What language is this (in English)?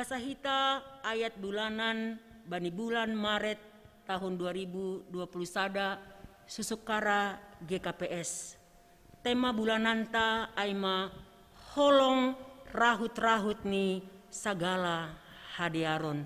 Batak Simalungun